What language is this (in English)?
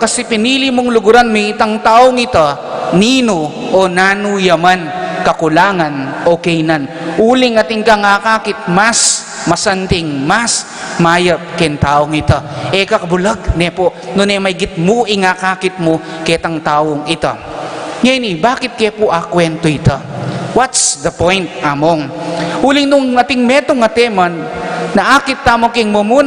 Pampanga